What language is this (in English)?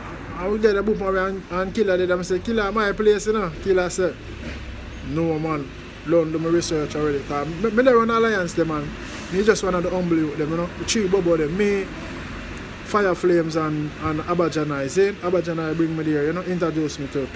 Jamaican Creole English